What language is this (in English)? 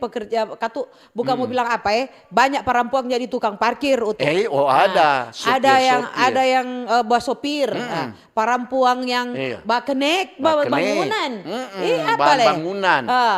Manado Malay